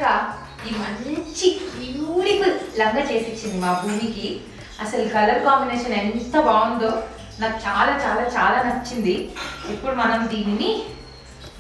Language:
Telugu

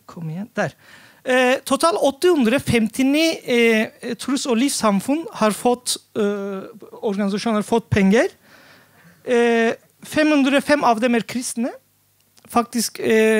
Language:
Norwegian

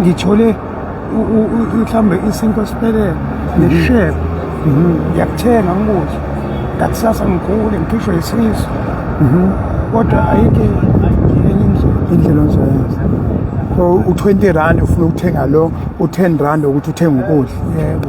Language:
Zulu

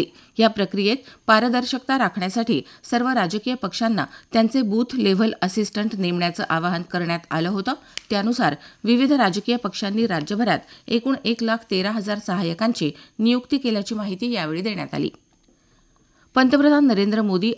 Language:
Marathi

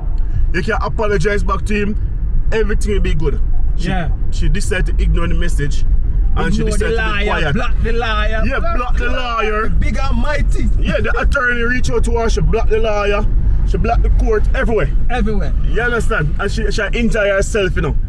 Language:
Jamaican Creole English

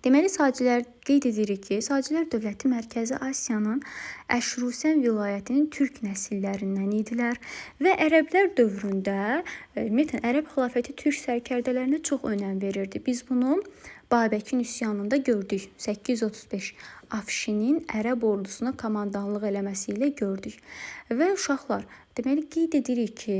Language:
Azerbaijani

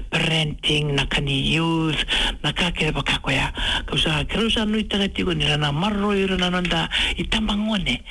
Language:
Fijian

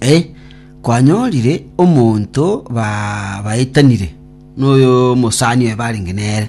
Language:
Gusii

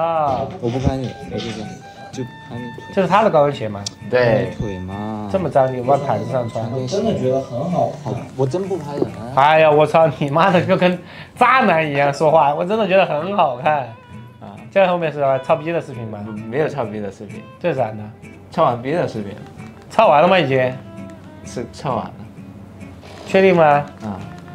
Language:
Chinese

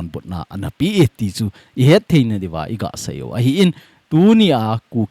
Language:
Thado Chin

